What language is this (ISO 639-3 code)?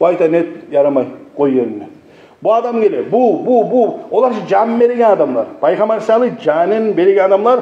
kum